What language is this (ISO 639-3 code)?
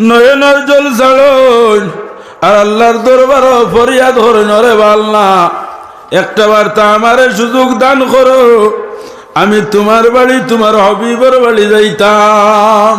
syl